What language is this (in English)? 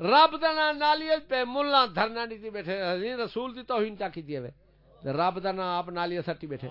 Saraiki